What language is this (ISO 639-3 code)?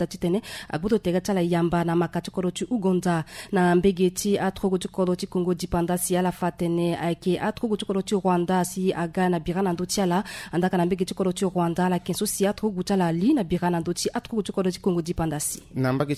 sag